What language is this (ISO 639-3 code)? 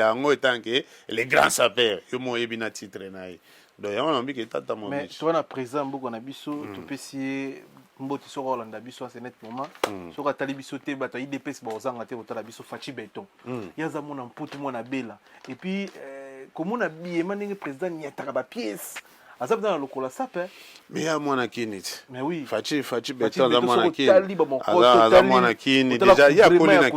lin